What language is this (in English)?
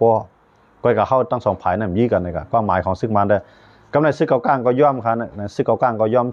Shan